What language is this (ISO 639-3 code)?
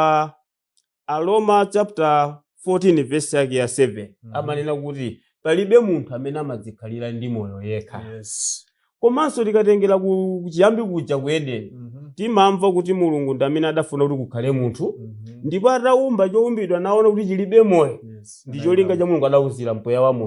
nya